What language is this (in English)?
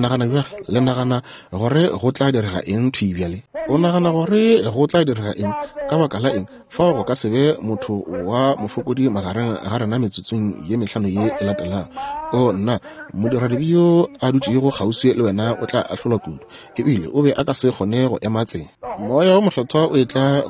Northern Sotho